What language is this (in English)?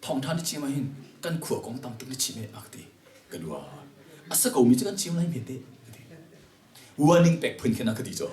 Hakha Chin